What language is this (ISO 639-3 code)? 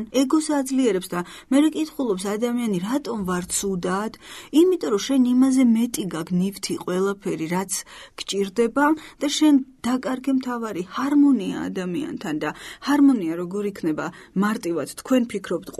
kat